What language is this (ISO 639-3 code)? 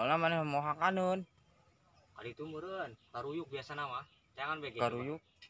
sun